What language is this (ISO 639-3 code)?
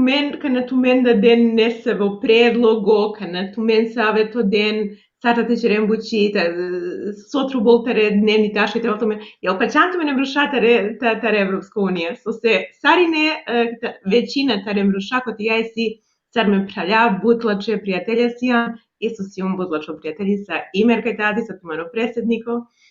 rmn